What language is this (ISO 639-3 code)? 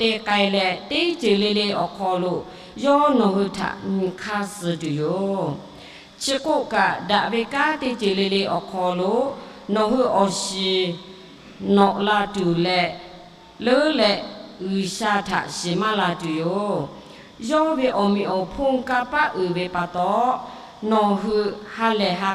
lhu